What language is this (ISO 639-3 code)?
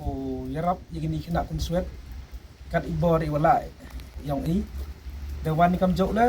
pbv